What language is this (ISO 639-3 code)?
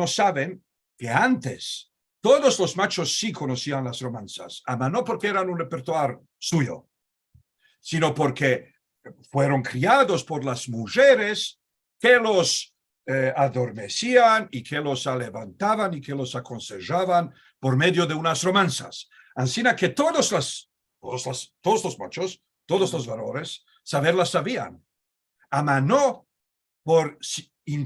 lad